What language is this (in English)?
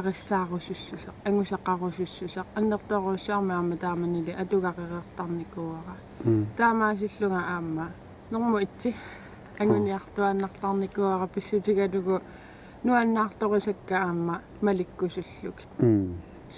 Kalaallisut